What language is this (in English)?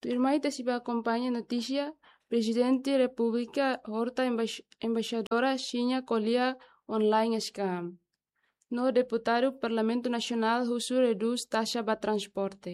Tetum